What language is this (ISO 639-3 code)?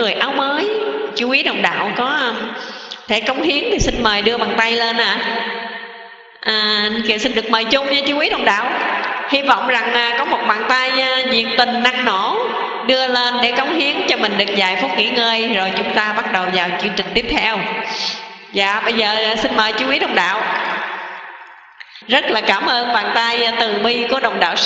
vie